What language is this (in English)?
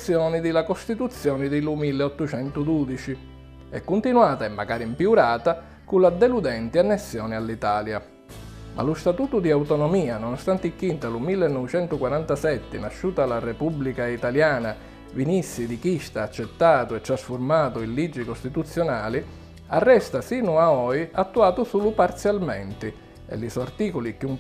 Sicilian